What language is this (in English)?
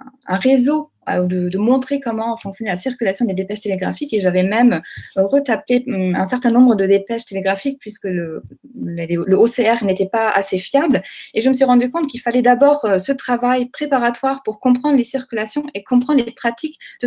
French